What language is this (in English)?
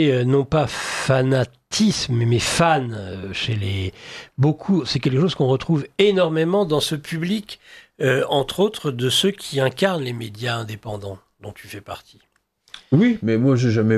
French